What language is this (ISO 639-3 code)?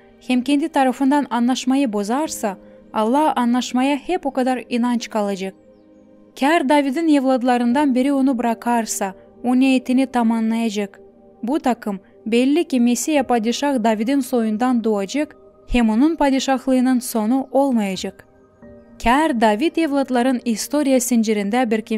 gag